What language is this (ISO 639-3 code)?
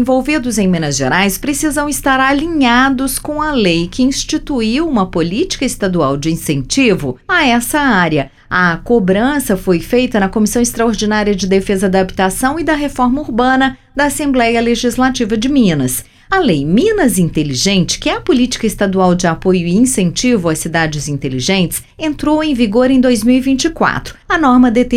por